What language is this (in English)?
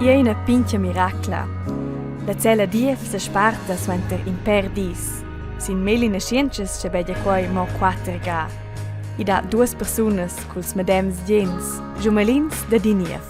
Romansh